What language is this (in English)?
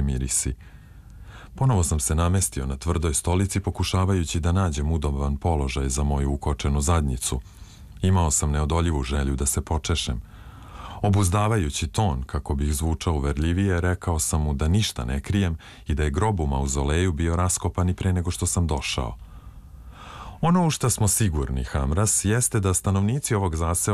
Serbian